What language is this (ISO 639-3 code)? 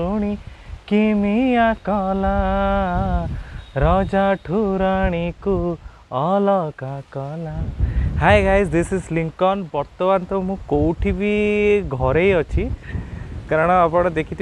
ori